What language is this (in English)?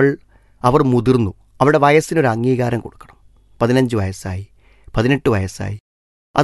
Malayalam